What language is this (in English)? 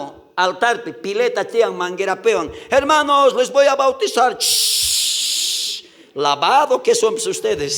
South Bolivian Quechua